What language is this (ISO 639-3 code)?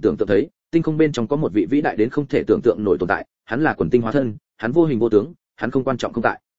vie